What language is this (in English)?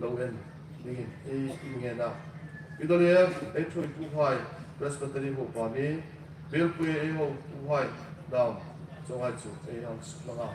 Hmar